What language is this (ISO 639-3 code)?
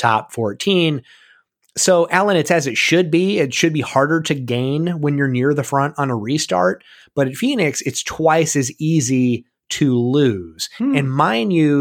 eng